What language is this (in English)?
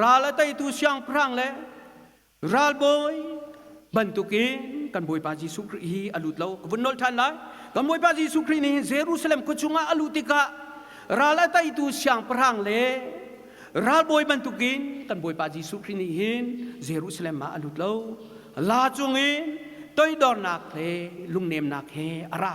Hakha Chin